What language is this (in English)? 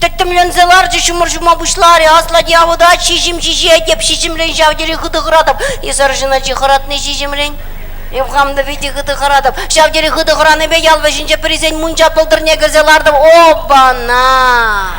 Chuvash